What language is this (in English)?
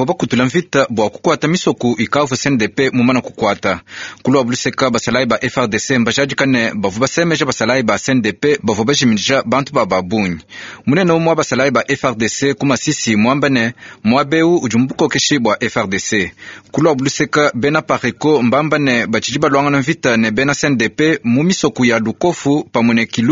Luba-Lulua